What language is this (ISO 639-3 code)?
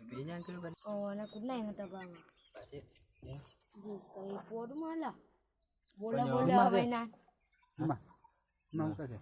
ace